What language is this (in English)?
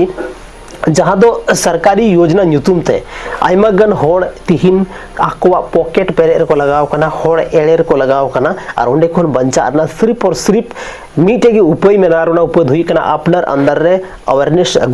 Santali